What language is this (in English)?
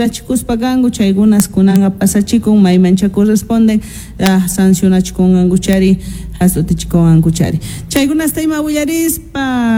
South Bolivian Quechua